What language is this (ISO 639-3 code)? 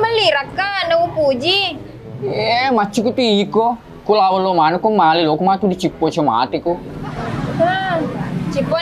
bug